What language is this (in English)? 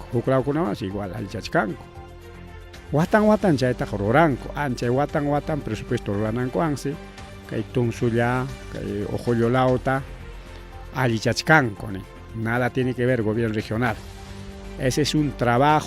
Ayacucho Quechua